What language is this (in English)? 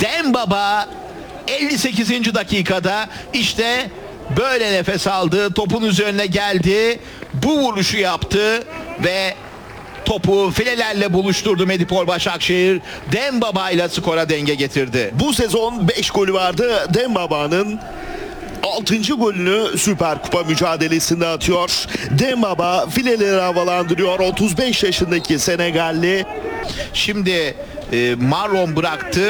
Turkish